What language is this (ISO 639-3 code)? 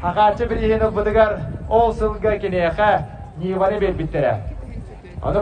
sah